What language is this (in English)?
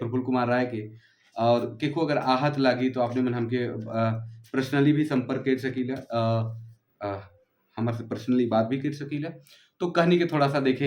Sadri